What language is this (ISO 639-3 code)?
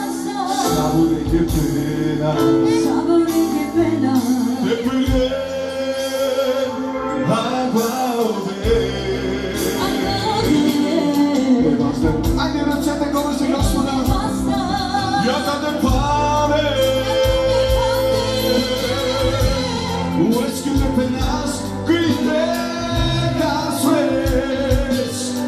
bul